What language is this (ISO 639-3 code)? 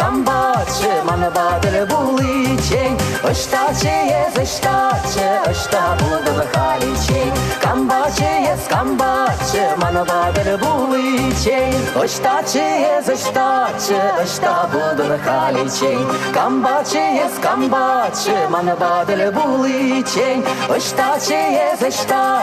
chv